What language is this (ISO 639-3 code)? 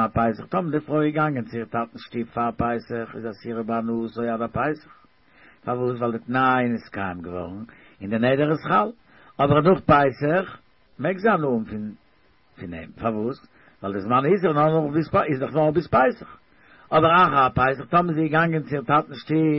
yid